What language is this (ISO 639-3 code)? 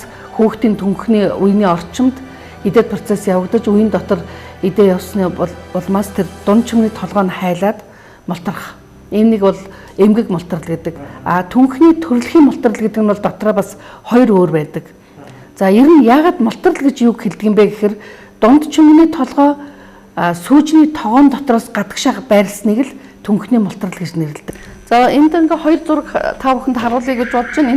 mon